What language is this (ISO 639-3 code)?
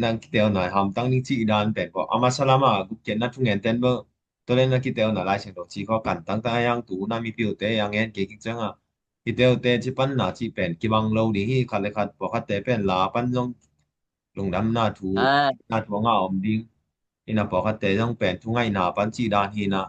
ctd